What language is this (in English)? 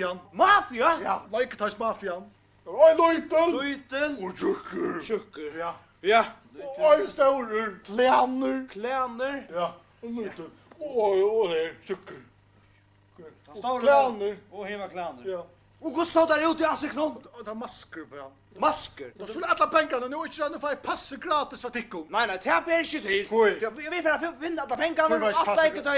Faroese